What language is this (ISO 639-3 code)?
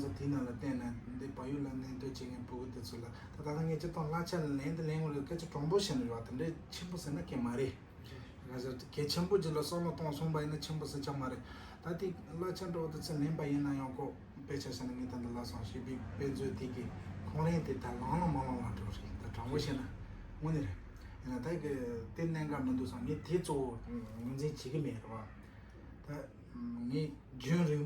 bod